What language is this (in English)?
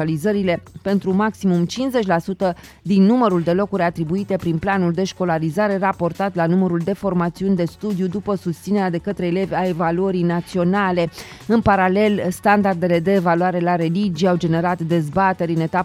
Romanian